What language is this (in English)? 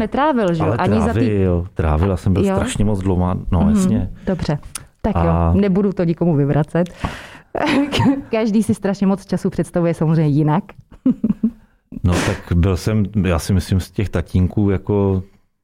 Czech